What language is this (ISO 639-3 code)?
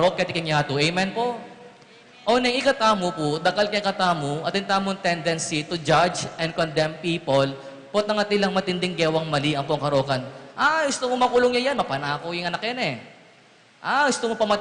pam